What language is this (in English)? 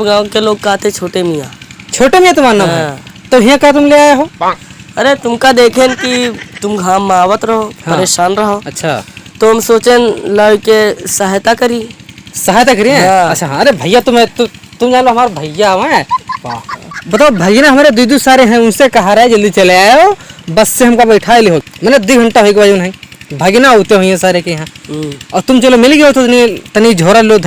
Awadhi